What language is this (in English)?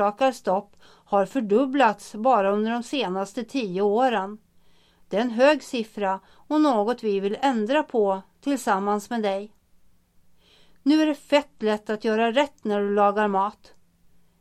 Swedish